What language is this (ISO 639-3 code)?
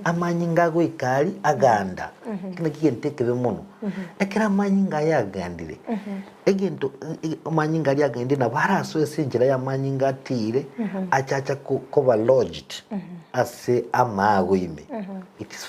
guz